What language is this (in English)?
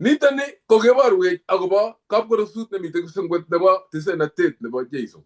Kalenjin